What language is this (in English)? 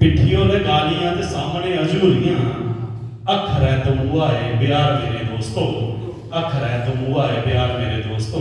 Dogri